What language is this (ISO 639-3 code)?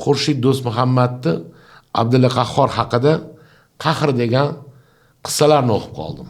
uzb